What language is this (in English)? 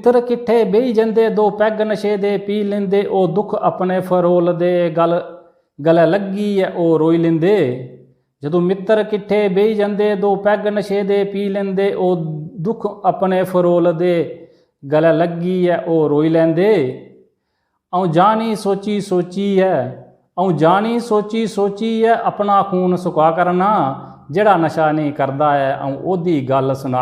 Dogri